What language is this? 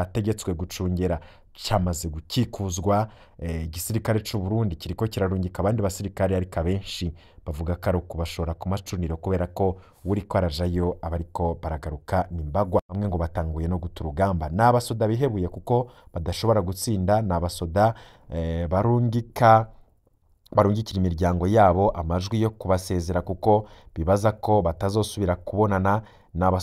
Rundi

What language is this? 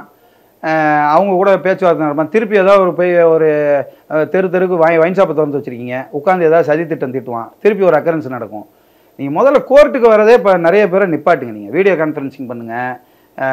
Tamil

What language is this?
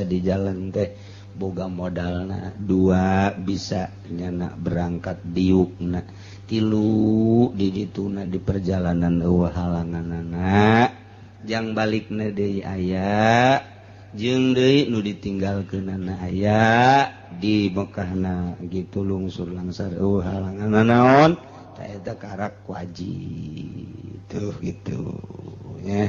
Sundanese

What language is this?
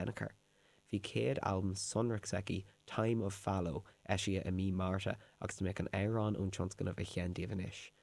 Irish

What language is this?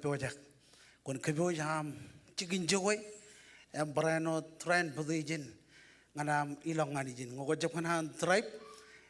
Marshallese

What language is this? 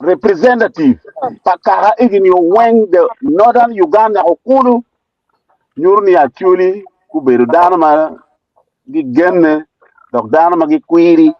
Acoli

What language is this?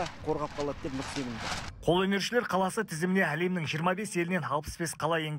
Kazakh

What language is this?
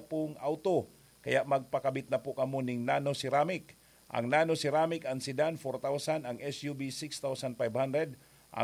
Bikol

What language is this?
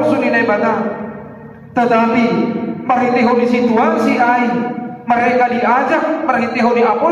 Batak Simalungun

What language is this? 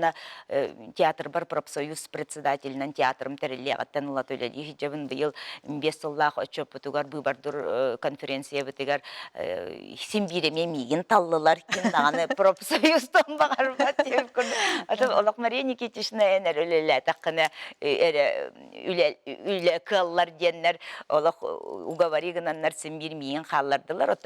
Yakut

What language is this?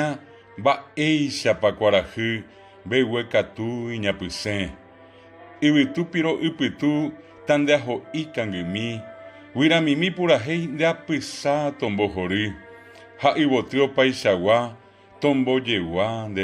Guarani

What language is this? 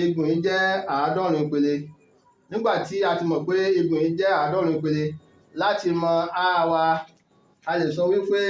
Yoruba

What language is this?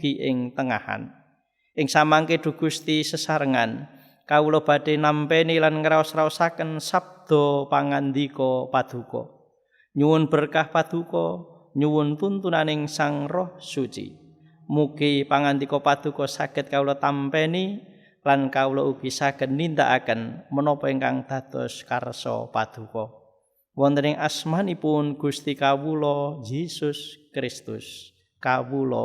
Javanese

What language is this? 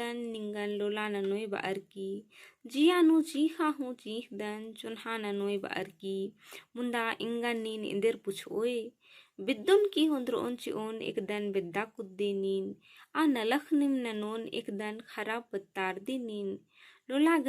Kurukh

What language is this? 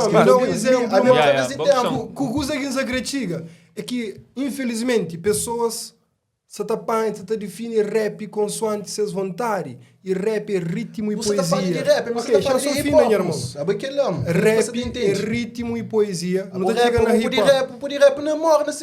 Kabuverdianu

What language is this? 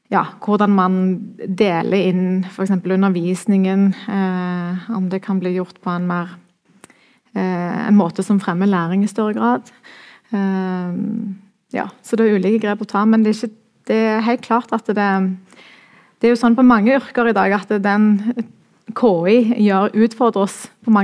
Norwegian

